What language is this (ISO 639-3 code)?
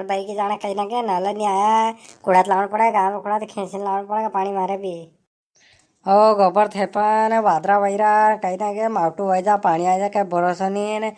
raj